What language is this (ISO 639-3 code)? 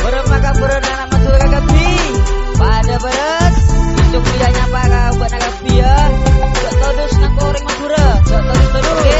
mad